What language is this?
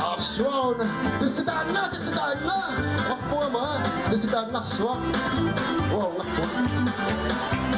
Kalaallisut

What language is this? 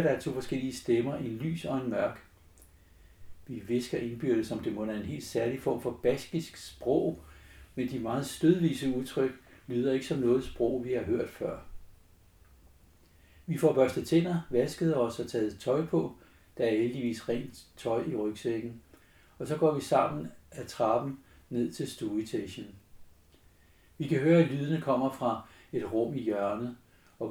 Danish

